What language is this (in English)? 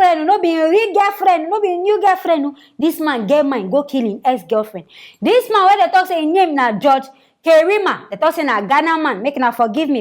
Nigerian Pidgin